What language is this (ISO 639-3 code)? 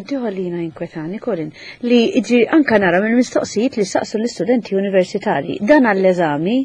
mlt